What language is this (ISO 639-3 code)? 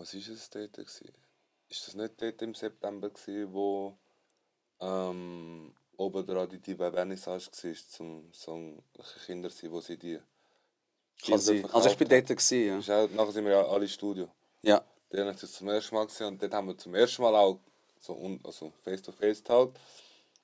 gsw